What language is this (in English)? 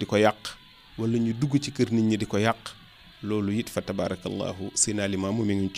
Wolof